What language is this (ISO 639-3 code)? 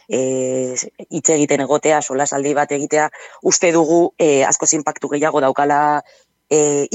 eus